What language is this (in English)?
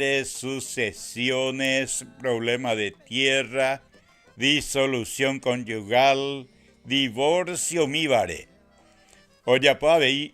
Guarani